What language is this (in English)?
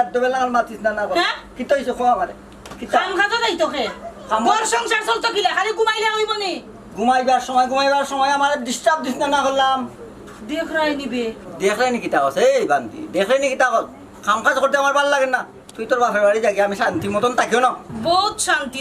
Sylheti